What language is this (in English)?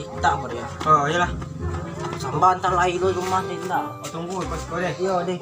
Minangkabau